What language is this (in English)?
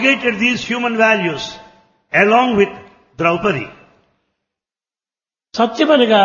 Telugu